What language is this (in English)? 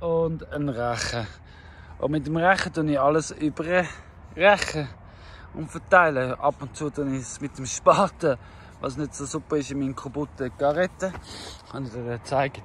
Swiss German